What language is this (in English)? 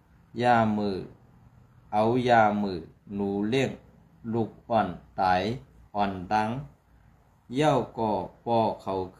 Shan